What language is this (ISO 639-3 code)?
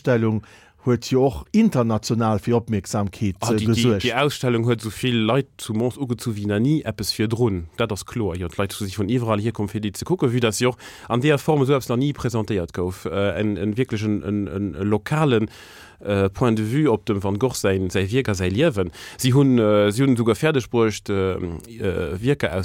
ltz